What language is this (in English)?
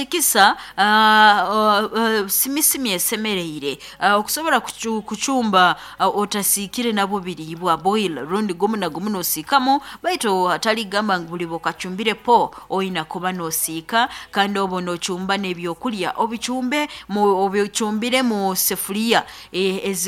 Nyoro